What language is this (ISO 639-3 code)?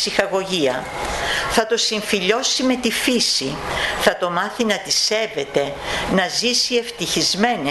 ell